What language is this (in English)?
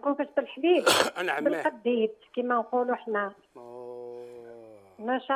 Algerian Arabic